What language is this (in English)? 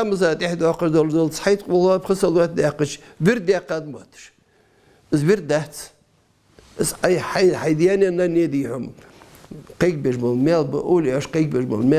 Ingush